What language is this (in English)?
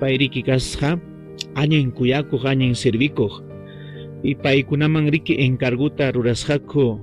Ayacucho Quechua